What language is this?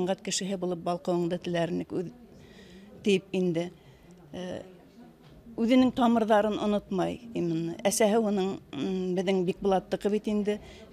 Bashkir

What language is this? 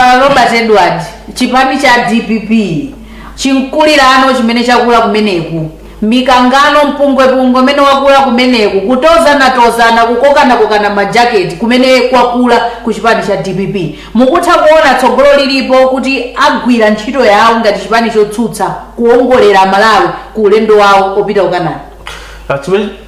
Nyanja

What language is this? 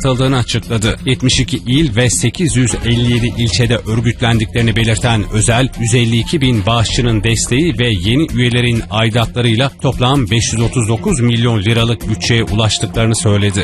Turkish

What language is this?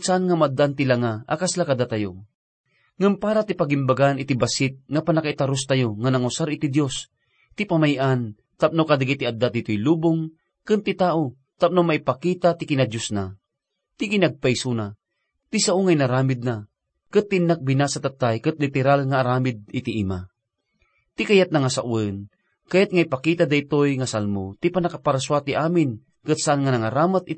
Iloko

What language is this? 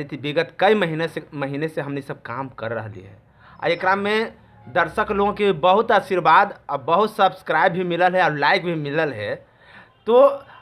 Magahi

